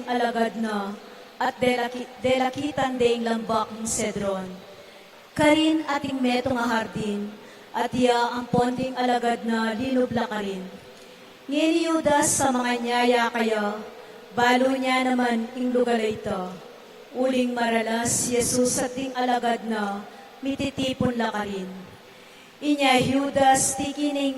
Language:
Pampanga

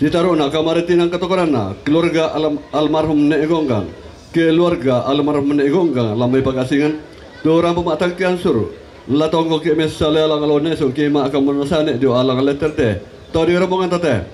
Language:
Toraja-Sa'dan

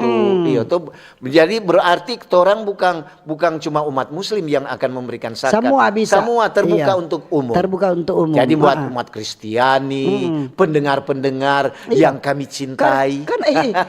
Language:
Manado Malay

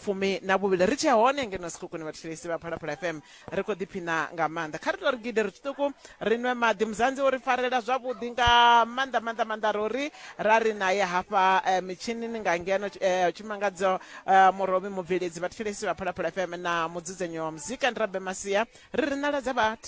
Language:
Venda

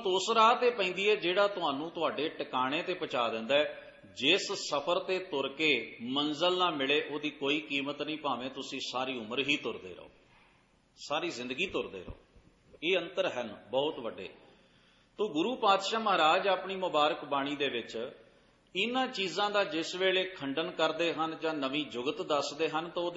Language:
Punjabi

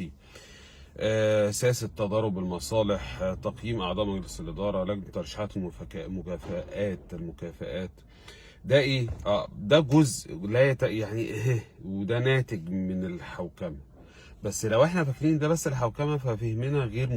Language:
Egyptian Arabic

